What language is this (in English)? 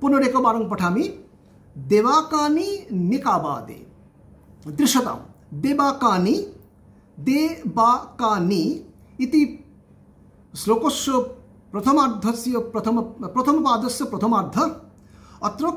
Sanskrit